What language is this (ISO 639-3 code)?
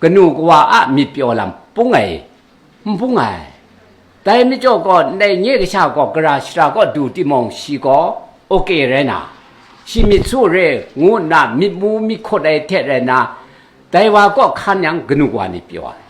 kac